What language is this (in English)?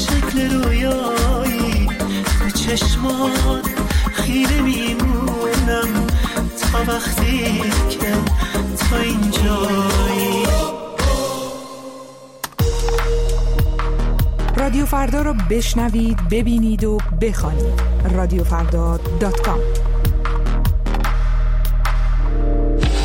Persian